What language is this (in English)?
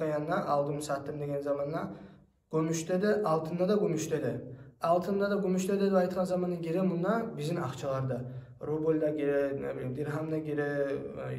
Kumyk